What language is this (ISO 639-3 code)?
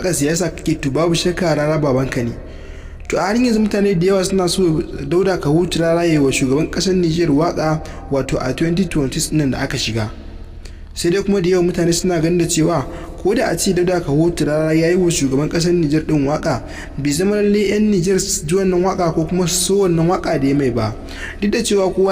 hau